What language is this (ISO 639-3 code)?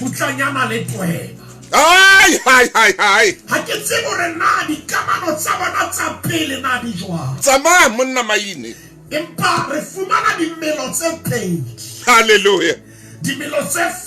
sot